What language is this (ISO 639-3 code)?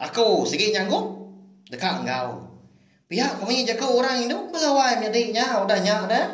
iba